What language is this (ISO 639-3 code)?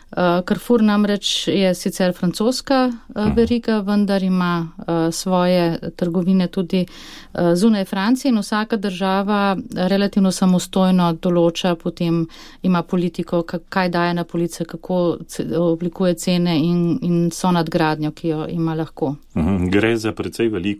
slv